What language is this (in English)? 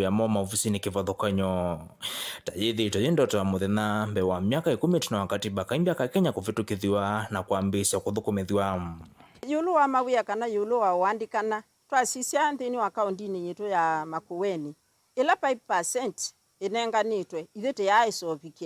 Kamba